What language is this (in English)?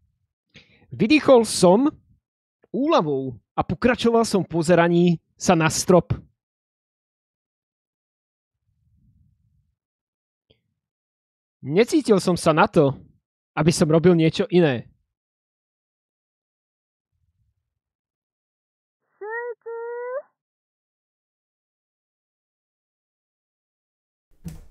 Slovak